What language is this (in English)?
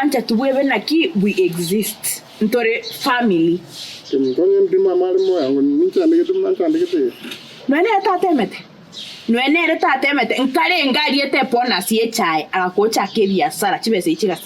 Gusii